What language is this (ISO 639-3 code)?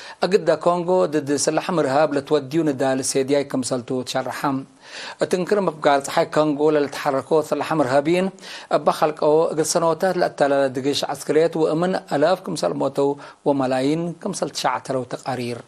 tig